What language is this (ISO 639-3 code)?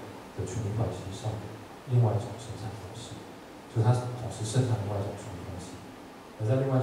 zho